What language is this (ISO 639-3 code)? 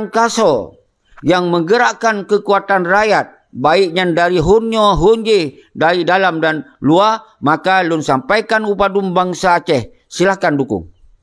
ace